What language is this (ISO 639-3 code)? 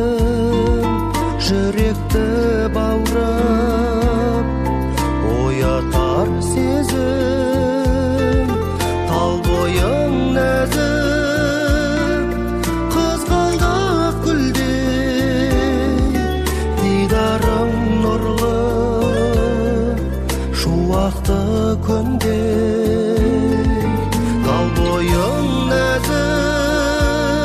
kaz